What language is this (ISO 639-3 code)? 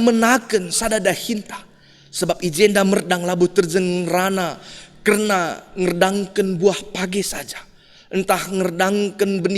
btx